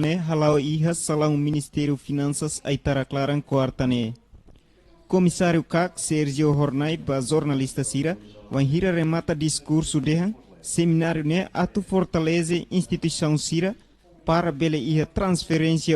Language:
Tetum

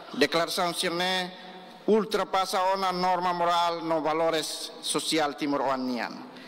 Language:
Tetum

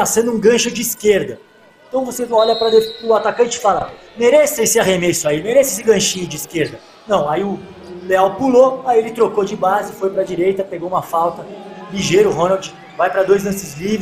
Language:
Portuguese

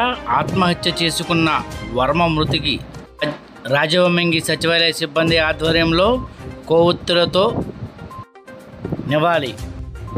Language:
Telugu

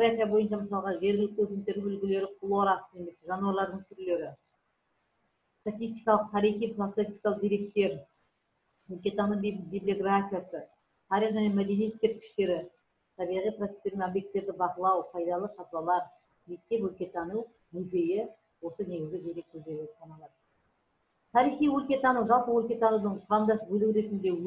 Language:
Kazakh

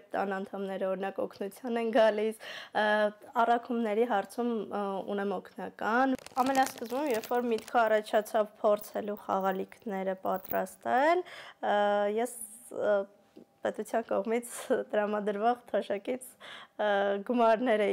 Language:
Armenian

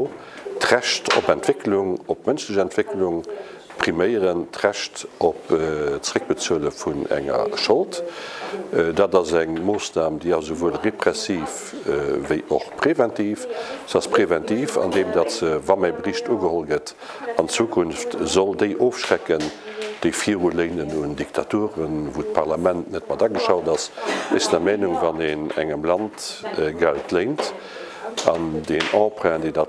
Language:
Luxembourgish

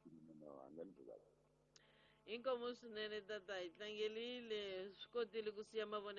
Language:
Tsonga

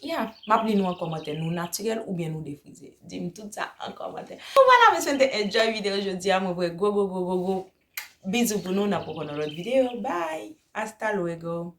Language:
Haitian Creole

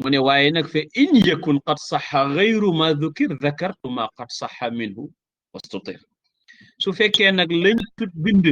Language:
Wolof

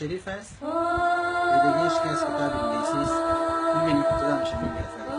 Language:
Persian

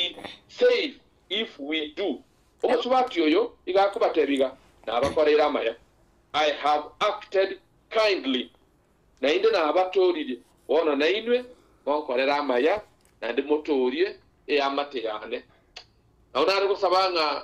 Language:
Gusii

